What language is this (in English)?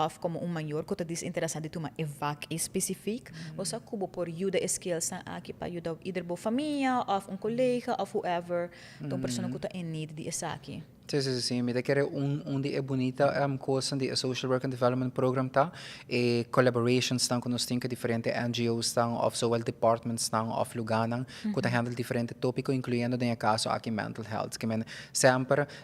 Papiamento